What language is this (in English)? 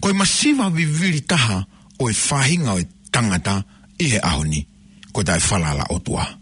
Tongan